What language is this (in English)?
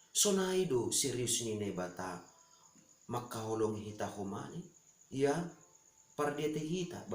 Batak Simalungun